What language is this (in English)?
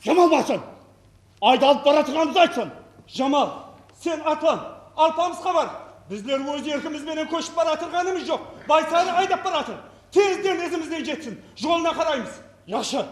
Kara-Kalpak